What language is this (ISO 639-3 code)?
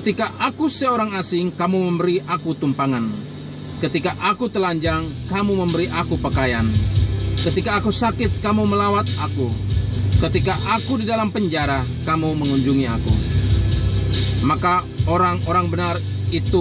ind